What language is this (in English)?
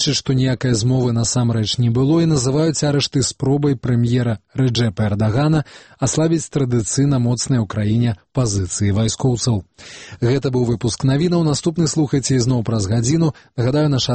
Belarusian